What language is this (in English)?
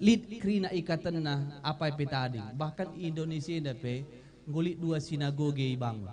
Batak Karo